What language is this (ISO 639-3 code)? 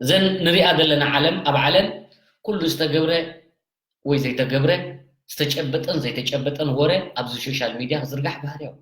tir